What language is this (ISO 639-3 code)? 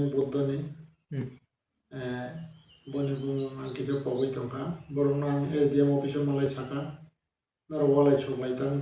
trp